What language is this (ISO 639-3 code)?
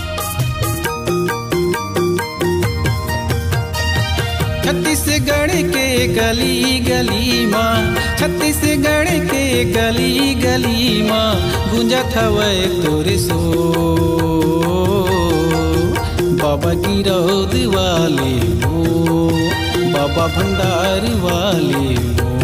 hne